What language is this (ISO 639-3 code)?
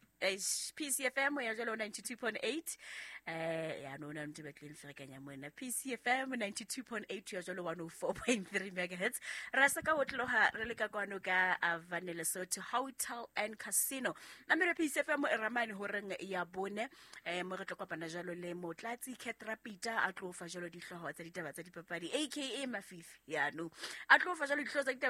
sot